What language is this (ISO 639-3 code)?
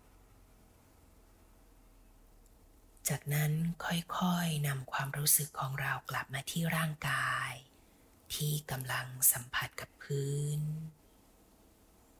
tha